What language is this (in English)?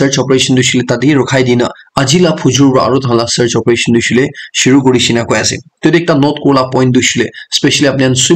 Naga Pidgin